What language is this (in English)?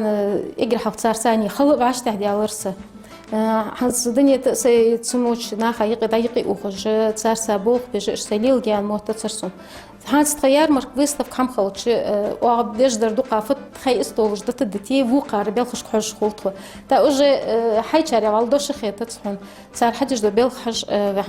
Ingush